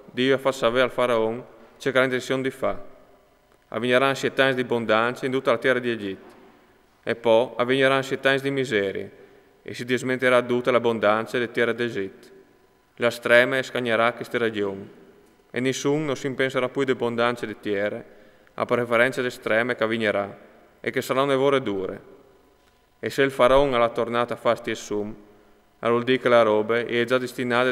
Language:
Friulian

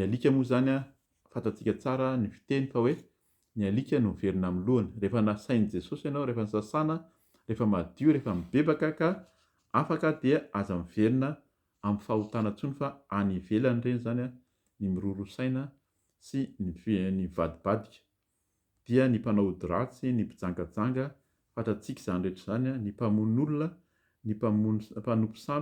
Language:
Malagasy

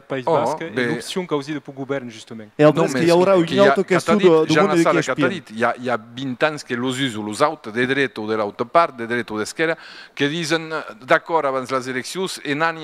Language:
Occitan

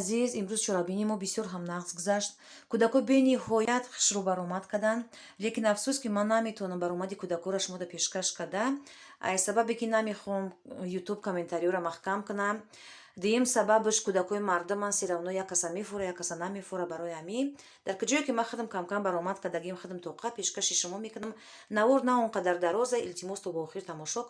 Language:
Tajik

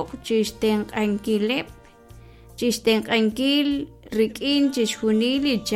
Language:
Kekchí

